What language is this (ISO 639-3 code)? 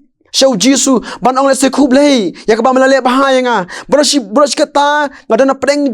kha